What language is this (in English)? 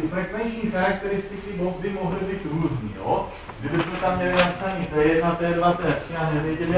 Czech